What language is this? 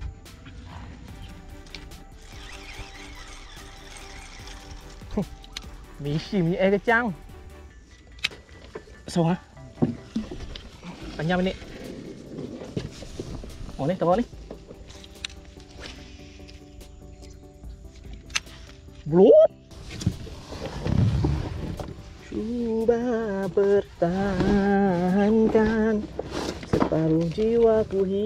Malay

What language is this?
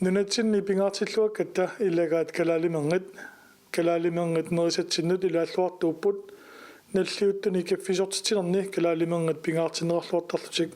Kalaallisut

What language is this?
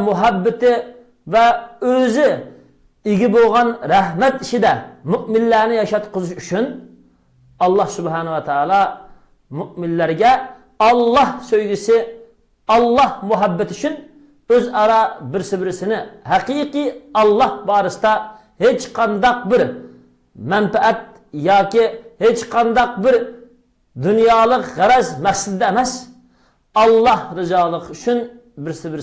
Uyghur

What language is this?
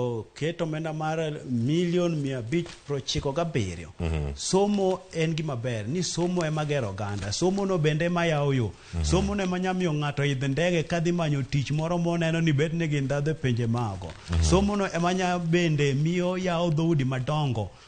Luo (Kenya and Tanzania)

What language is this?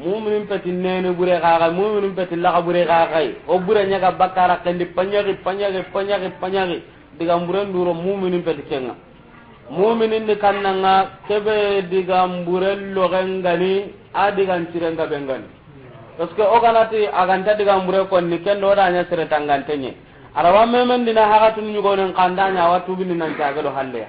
Soninke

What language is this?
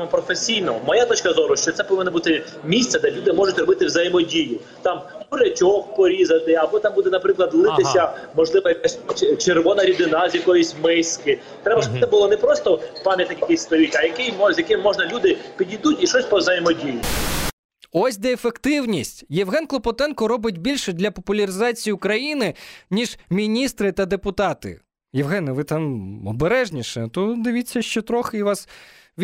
Ukrainian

